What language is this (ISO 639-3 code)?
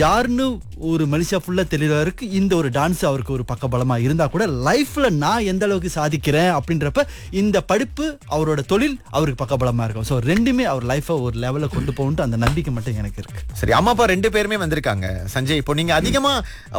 tam